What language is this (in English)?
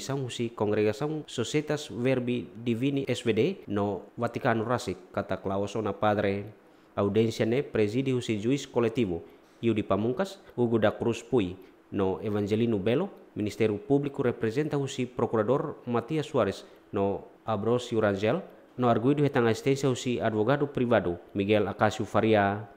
Tetum